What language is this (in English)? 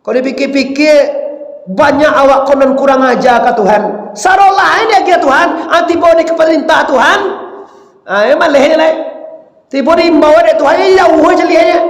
Minangkabau